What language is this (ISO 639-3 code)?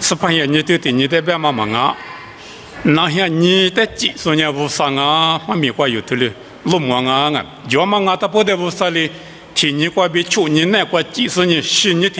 lis